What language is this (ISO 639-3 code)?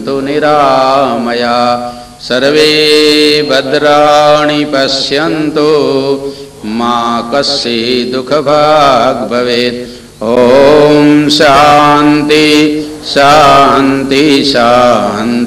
guj